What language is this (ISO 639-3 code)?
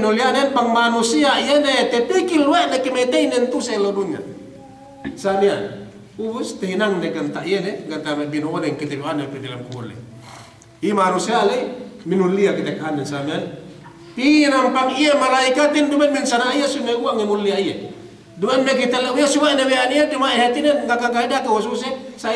yka